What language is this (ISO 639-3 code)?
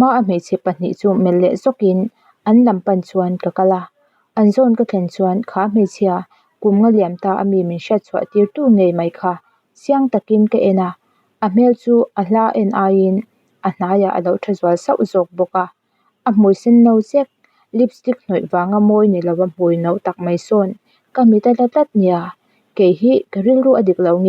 lus